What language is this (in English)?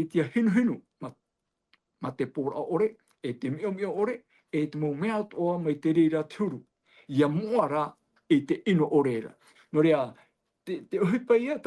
Tahitian